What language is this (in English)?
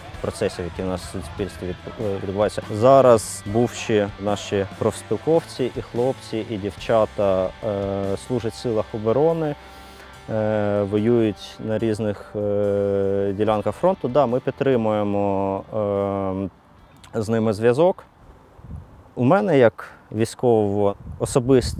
Ukrainian